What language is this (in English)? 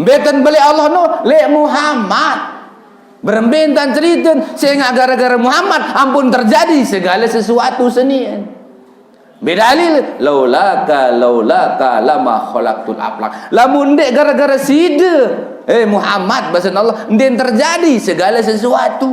Sasak